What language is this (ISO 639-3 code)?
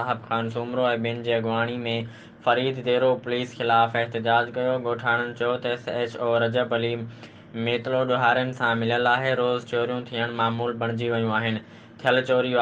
snd